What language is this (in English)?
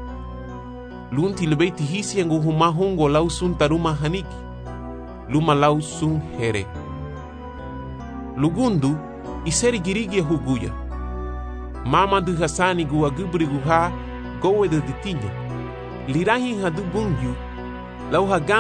Garifuna